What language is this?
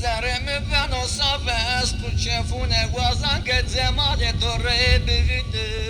Zaza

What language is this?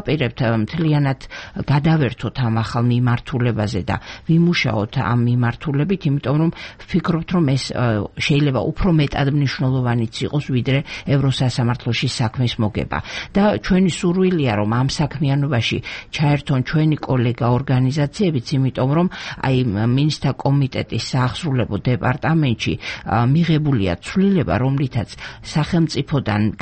Georgian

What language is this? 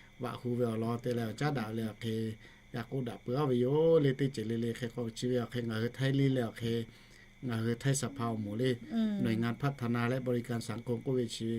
Lahu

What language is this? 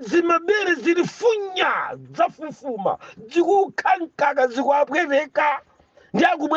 Nyanja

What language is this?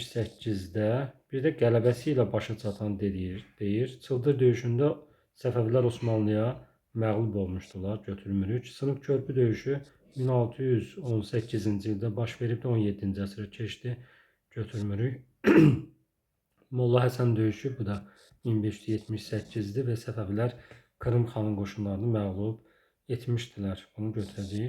Azerbaijani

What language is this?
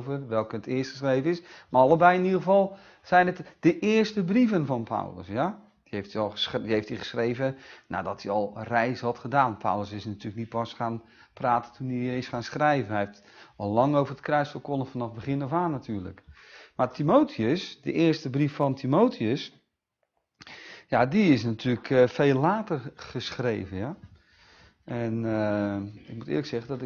Dutch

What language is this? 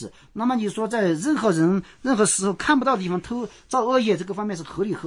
Chinese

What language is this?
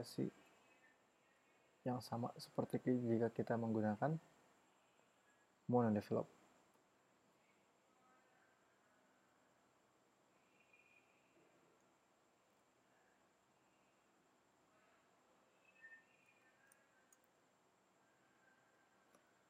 Indonesian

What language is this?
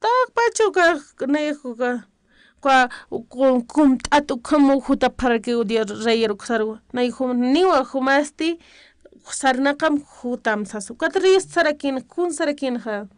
Aymara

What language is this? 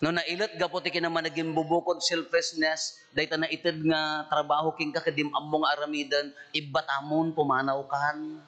Iloko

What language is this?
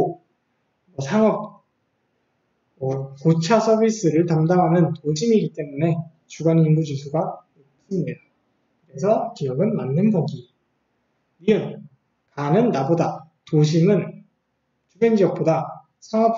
Korean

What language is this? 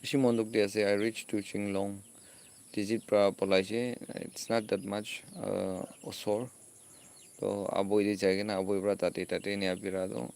Naga Pidgin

